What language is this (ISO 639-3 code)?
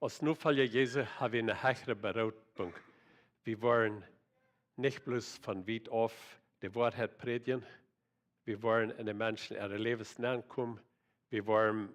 pdt